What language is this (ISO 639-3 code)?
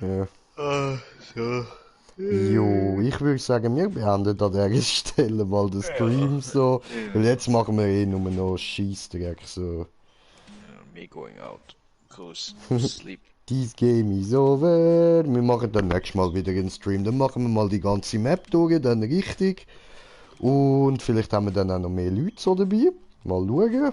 gsw